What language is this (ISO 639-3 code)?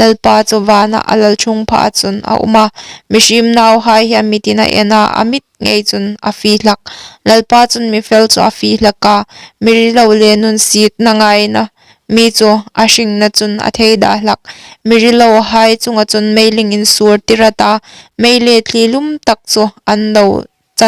hmr